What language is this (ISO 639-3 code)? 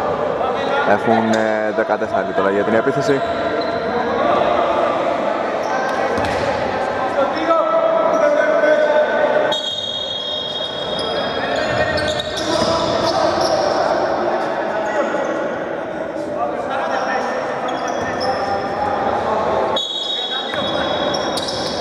ell